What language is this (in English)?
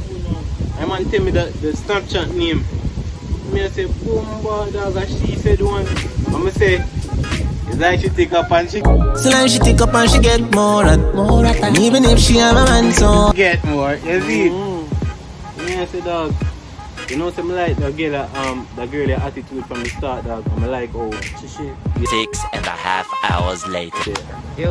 Jamaican Creole English